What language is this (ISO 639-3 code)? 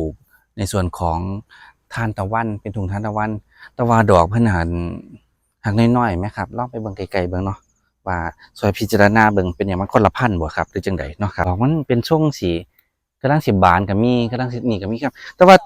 tts